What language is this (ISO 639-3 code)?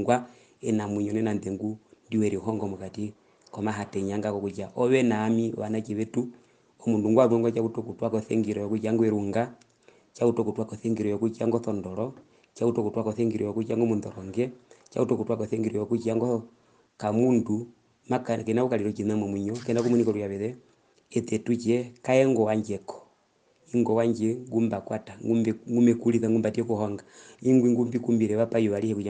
her